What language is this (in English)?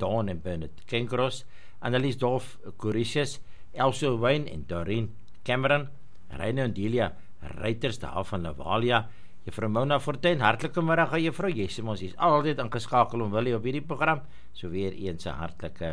Afrikaans